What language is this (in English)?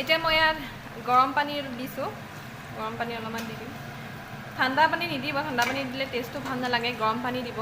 Assamese